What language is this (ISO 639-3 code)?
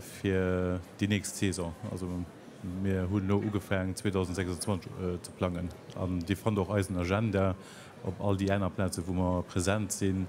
ltz